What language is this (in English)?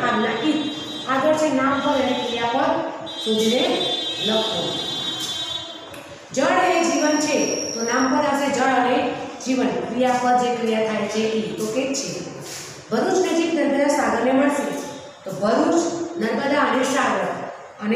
Gujarati